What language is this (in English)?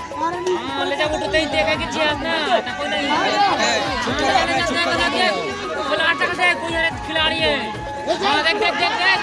Chhattisgarhi